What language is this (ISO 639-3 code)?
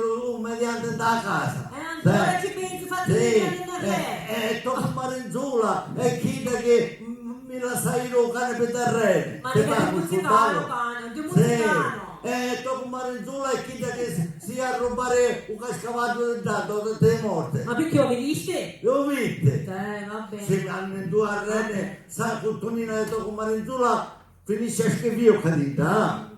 scn